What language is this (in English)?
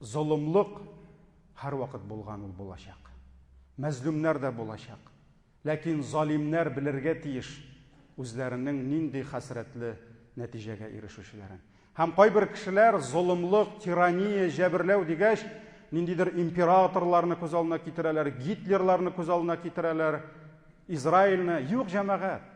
Tatar